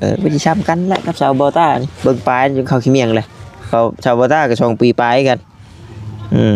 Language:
Northeastern Thai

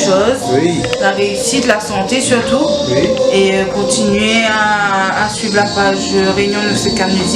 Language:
Réunion Creole French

